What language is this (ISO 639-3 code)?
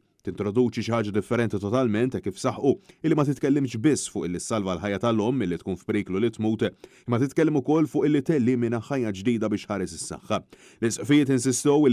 mlt